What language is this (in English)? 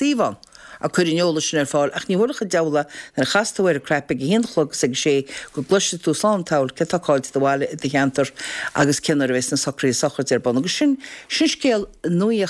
Irish